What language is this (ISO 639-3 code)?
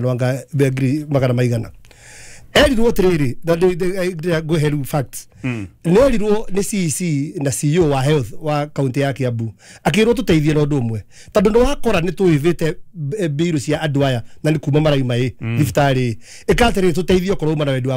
kik